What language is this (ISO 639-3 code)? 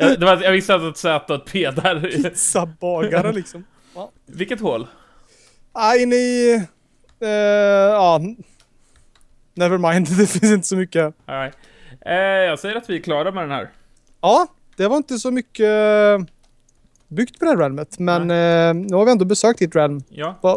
swe